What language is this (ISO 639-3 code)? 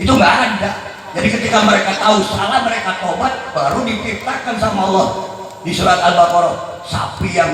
bjn